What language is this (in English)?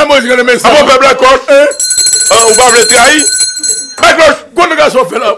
Haitian Creole